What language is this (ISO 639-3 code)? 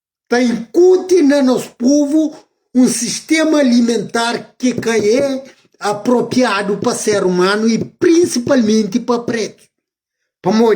kea